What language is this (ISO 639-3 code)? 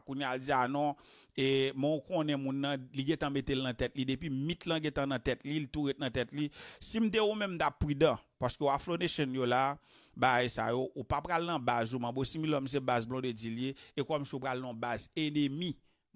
hat